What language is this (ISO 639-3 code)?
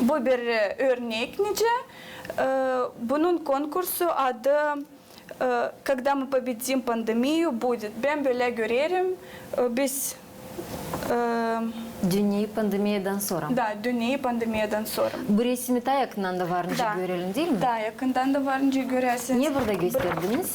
gag